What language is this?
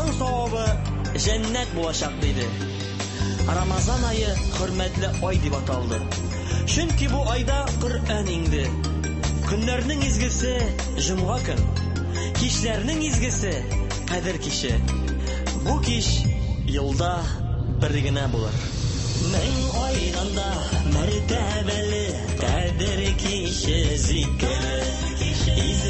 Tatar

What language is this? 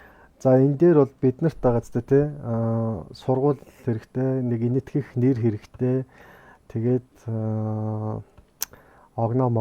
Mongolian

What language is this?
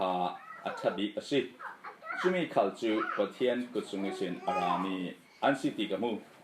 Falam Chin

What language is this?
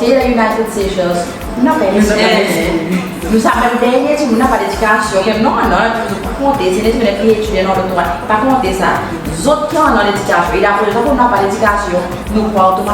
Seselwa Creole French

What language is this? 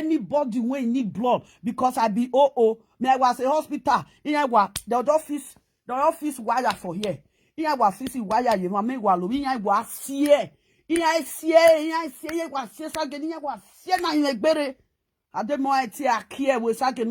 Nigerian Pidgin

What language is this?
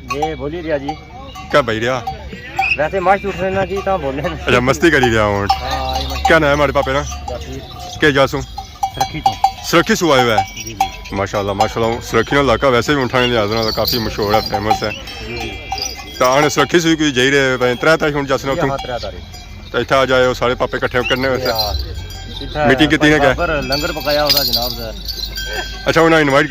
Pahari-Potwari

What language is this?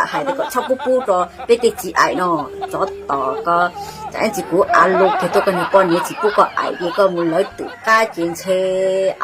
Hmong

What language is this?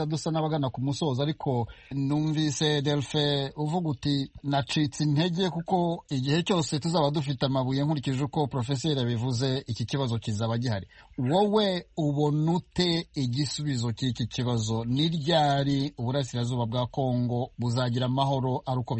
Kinyarwanda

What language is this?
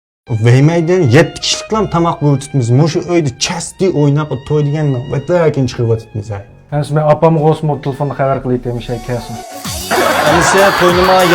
Uyghur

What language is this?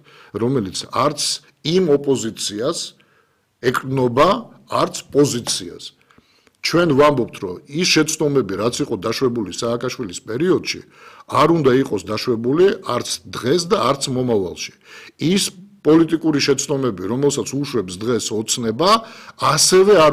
Georgian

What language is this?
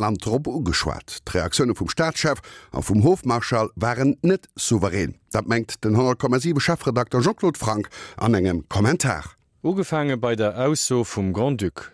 Luxembourgish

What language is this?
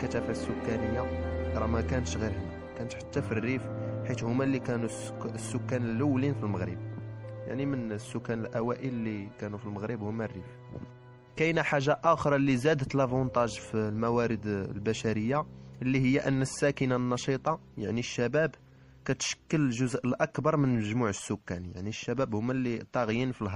Moroccan Arabic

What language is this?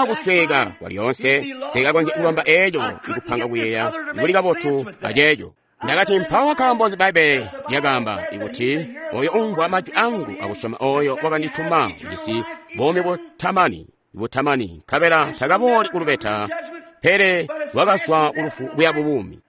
Tonga (Zambia)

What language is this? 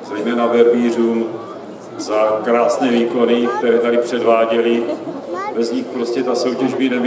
Czech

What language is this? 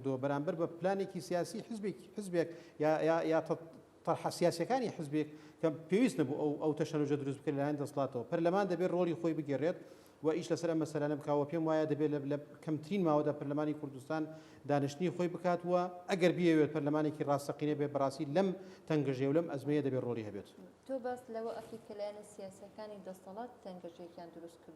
Central Kurdish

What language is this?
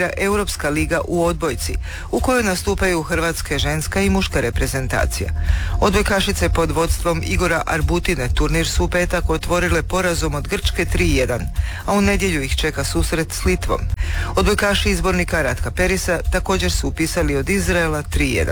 Croatian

